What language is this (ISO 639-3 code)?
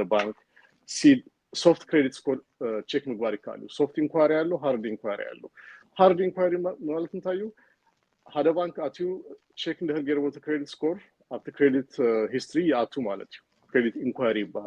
tir